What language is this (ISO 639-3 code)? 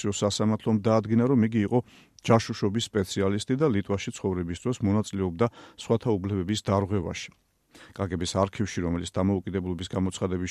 kat